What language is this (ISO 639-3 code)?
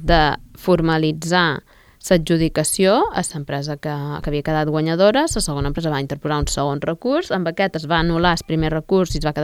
cat